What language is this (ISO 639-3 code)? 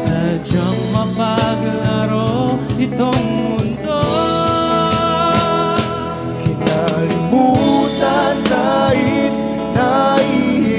fil